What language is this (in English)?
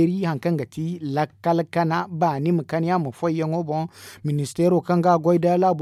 Zarma